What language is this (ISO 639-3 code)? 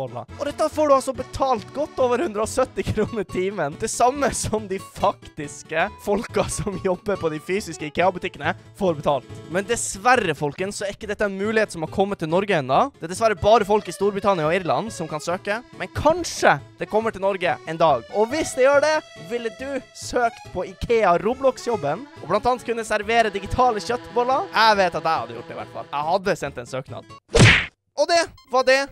nor